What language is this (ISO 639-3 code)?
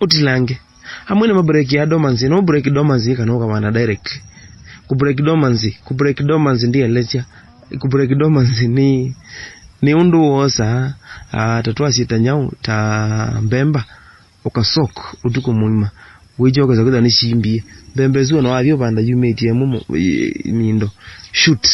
kam